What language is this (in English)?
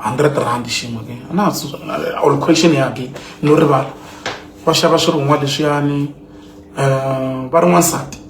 Tsonga